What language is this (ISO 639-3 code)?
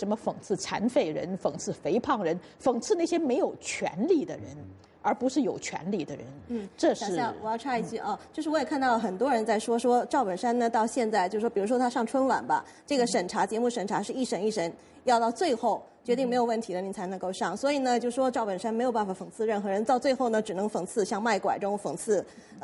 zho